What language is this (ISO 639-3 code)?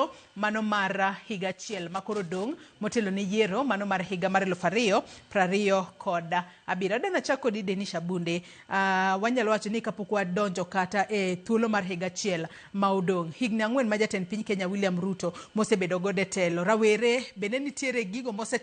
luo